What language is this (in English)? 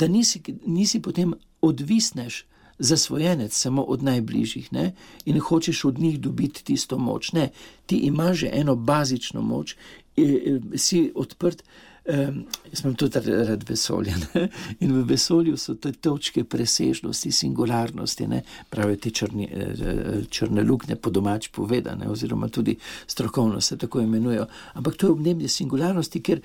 Slovenian